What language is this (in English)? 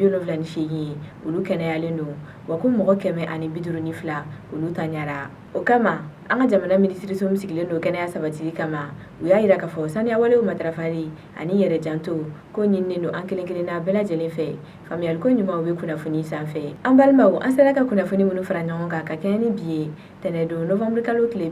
Bambara